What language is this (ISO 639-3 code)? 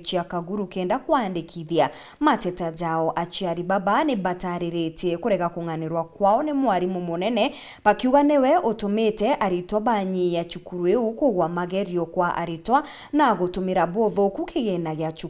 mer